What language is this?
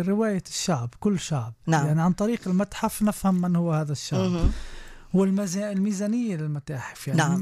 North Levantine Arabic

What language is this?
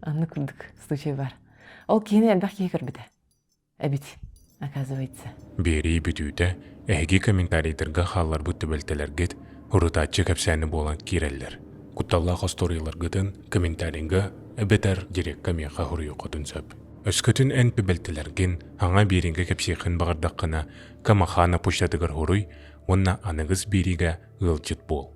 Yakut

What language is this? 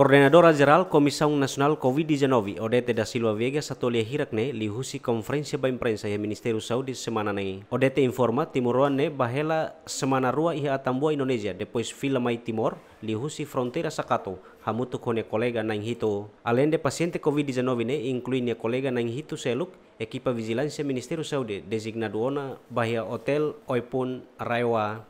Tetum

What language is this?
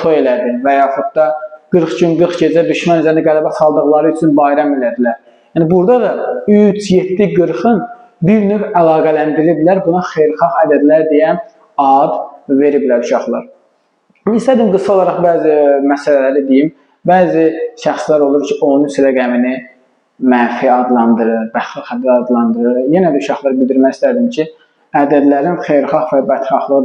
Azerbaijani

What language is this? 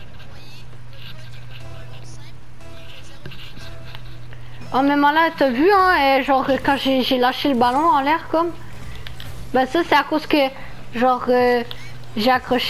French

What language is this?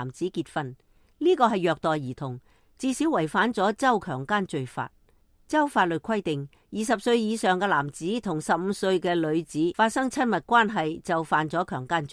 Cantonese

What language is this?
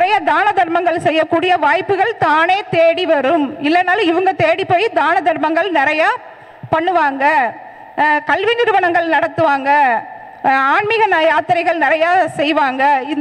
Tamil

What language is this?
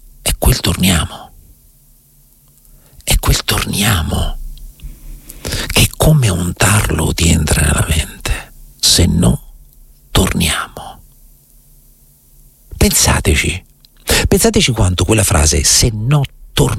Italian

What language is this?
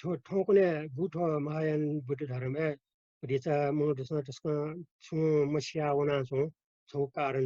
Newari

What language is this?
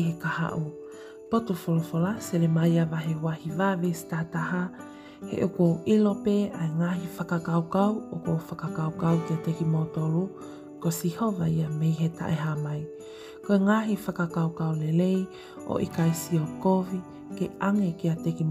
Tongan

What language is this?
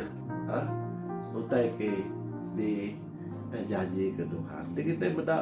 Iban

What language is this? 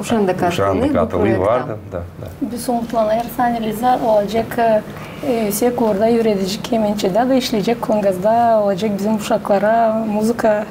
Gagauz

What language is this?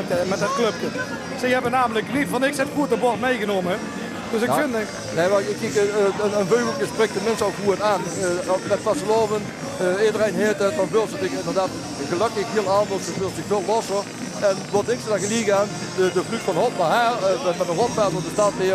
Limburgish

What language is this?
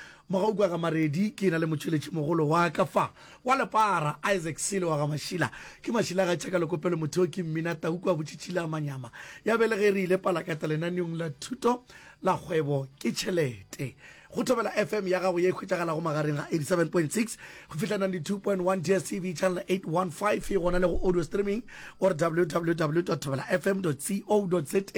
Northern Sotho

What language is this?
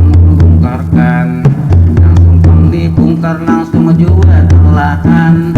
Banjar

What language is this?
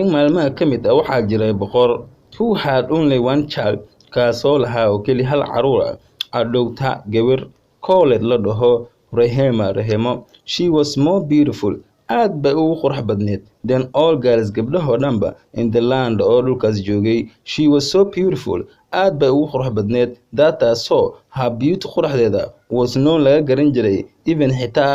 Somali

